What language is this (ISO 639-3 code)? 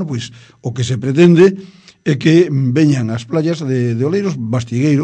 glg